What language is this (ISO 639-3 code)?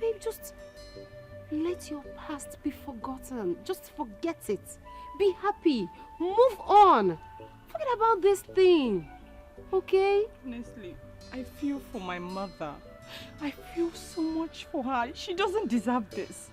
pcm